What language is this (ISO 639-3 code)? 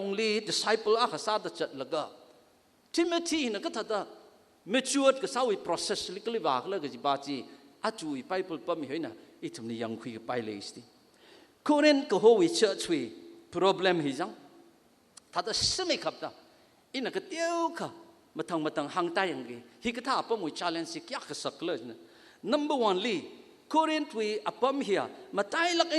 nmf